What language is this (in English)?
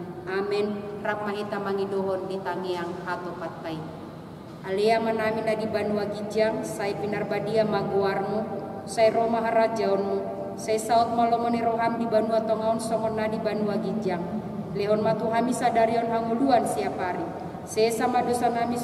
Batak Toba